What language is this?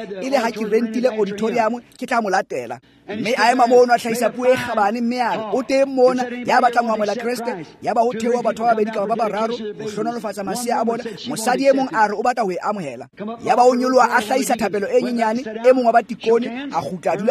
Tswana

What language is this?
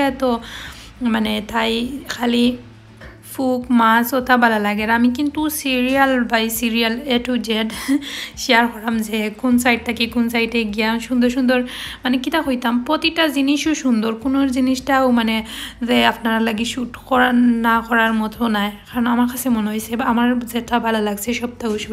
Sylheti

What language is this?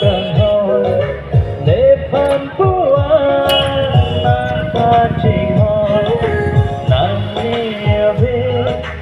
Karbi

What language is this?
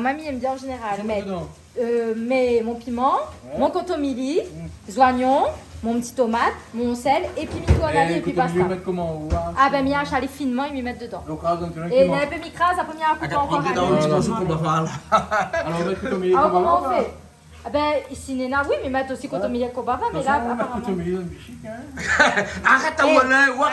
Réunion Creole French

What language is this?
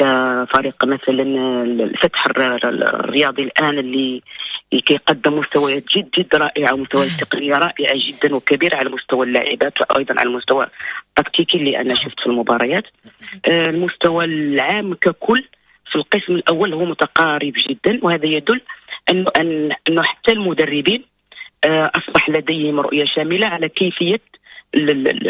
Moroccan Arabic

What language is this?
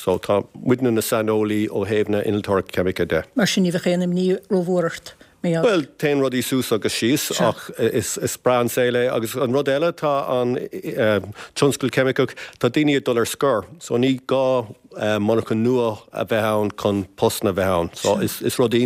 Irish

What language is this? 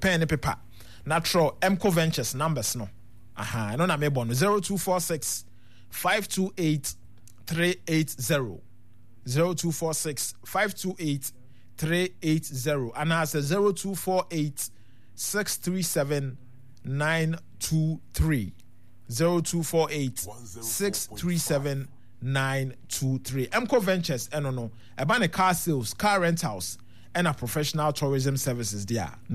Akan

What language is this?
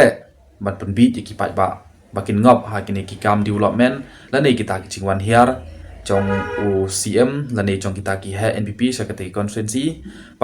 Khasi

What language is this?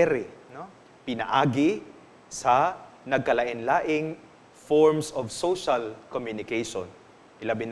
Cebuano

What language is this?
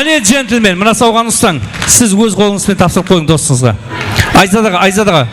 Kara-Kalpak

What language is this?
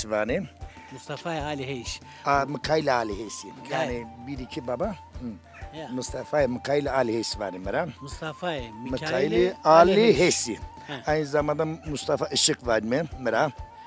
Zaza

